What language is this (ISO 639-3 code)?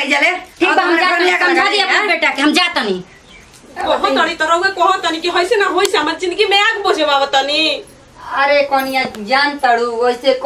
bho